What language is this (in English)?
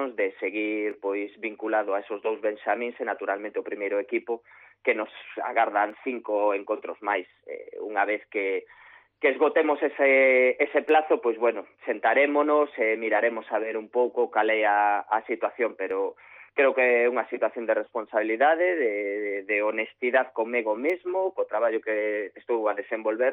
Galician